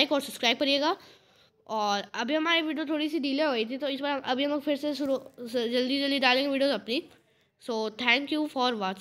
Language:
Hindi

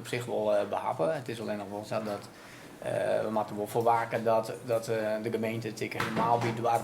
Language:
Western Frisian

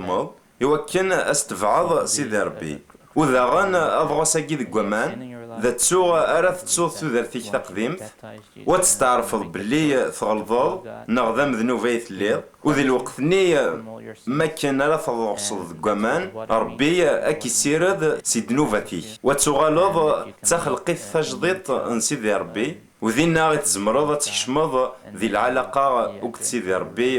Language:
Kabyle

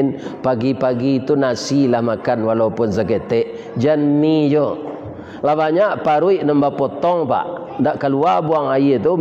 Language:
Minangkabau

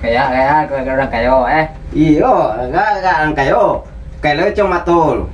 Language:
Minangkabau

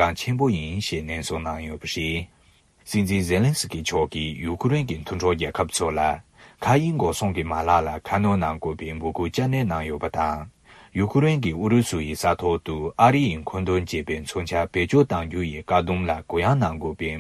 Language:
Tibetan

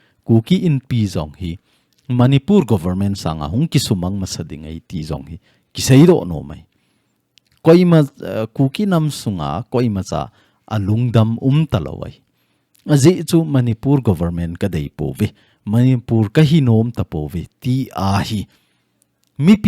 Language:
Thado Chin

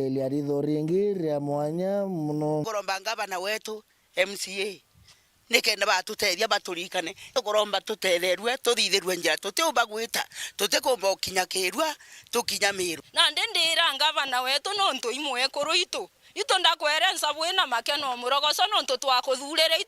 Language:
Meru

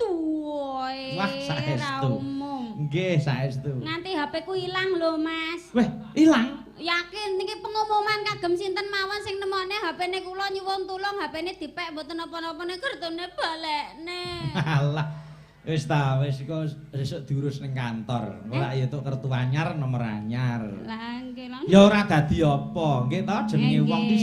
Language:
Javanese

